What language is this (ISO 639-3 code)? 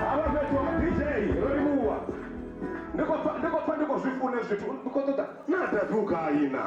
ven